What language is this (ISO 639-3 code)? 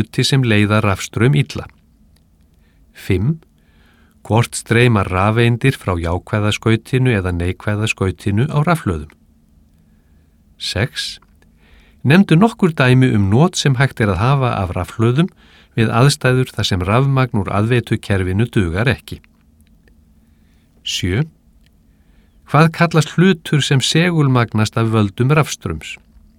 isl